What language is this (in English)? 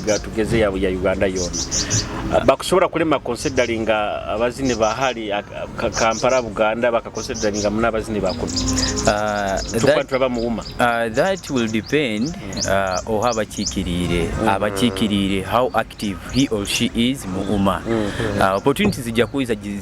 Nyoro